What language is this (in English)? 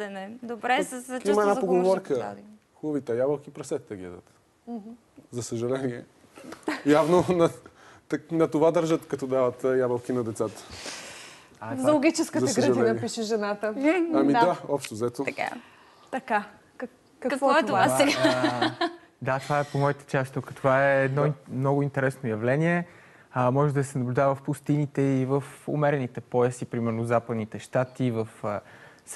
Bulgarian